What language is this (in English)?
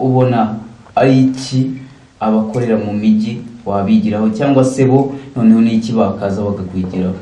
Kinyarwanda